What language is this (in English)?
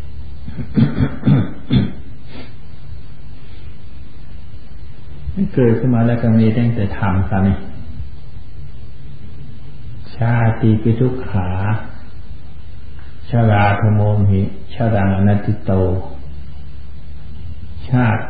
Thai